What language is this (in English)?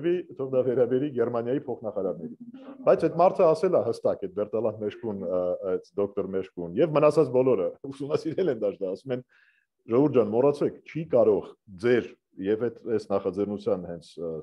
Armenian